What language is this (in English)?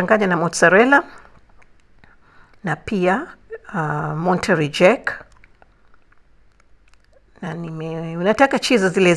Swahili